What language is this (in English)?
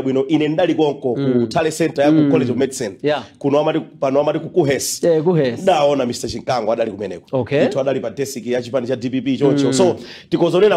Nyanja